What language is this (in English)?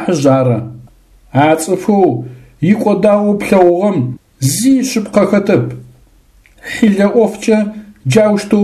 Adyghe